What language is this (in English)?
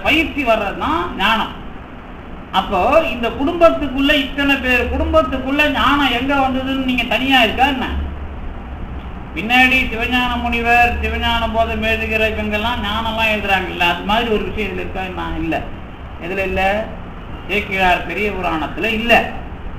Tamil